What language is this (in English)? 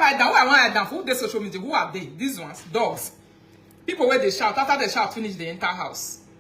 Nigerian Pidgin